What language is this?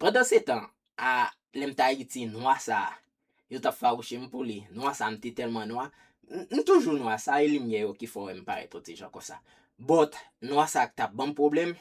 Haitian Creole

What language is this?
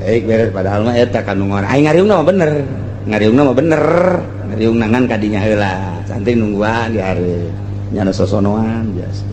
Sundanese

